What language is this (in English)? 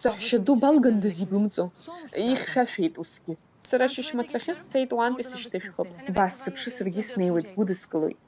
Abkhazian